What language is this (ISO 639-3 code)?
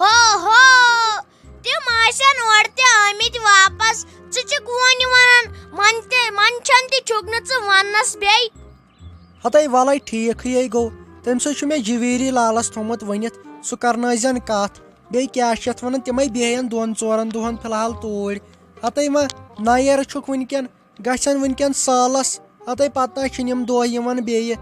kas